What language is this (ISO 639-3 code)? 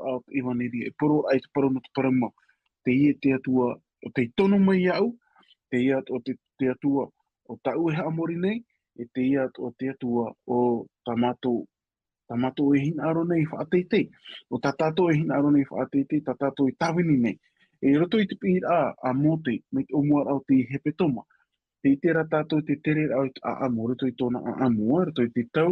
tah